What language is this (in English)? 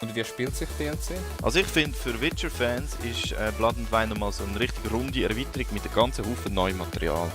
Swiss German